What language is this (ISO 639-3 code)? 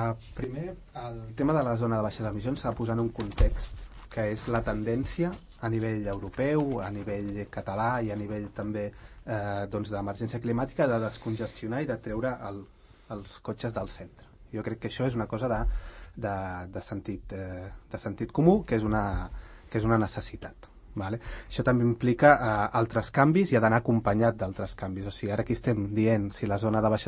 cat